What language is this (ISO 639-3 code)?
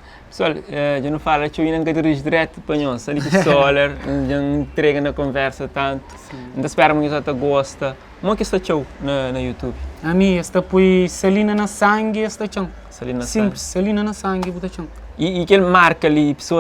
kea